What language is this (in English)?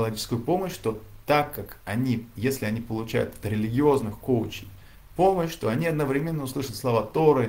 Russian